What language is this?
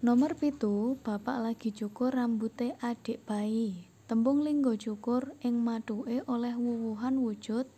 Javanese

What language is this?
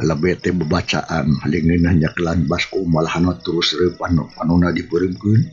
Sundanese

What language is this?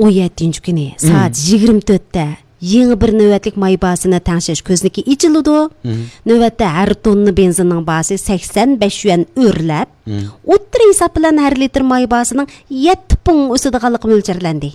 Uyghur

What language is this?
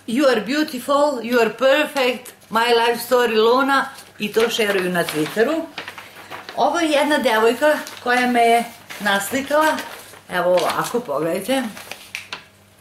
Serbian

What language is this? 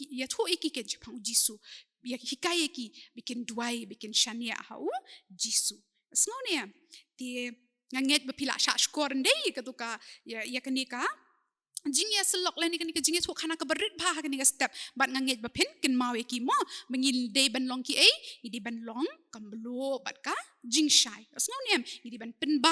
Khasi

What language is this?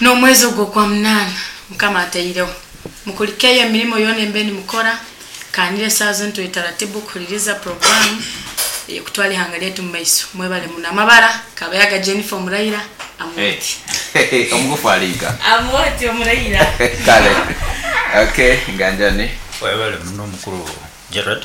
Nyoro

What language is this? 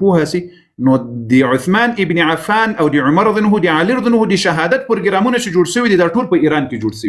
Pashto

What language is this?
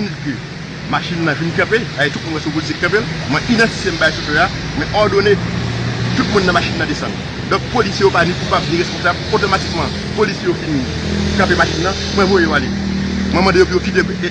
Haitian Creole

